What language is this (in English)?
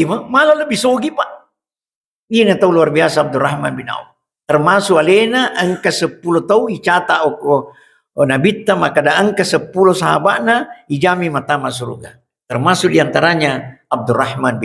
Buginese